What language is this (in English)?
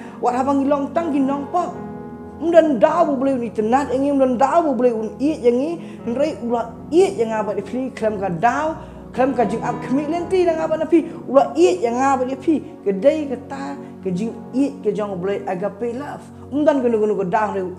Khasi